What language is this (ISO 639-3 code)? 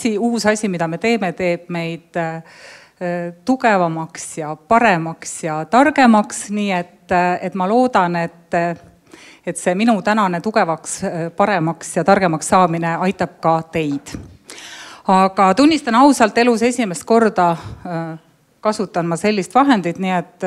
est